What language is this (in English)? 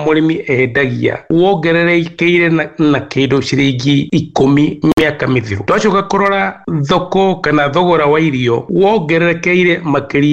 Kikuyu